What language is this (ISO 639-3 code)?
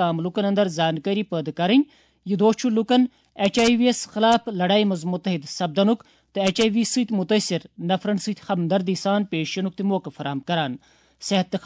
kas